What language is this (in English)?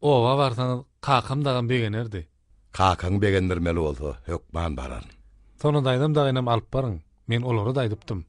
Turkmen